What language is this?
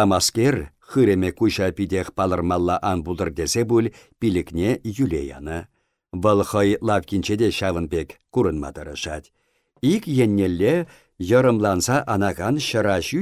Chuvash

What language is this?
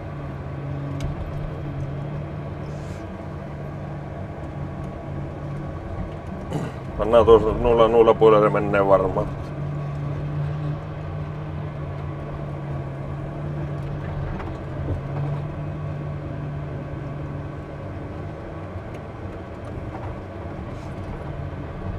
Finnish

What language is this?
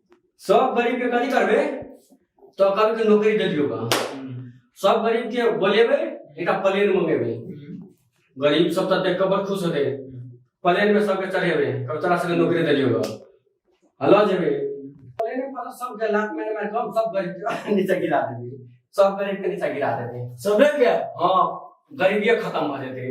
Maithili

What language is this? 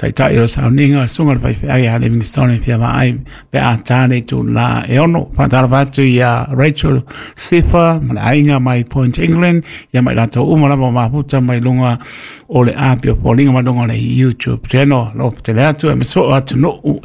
Samoan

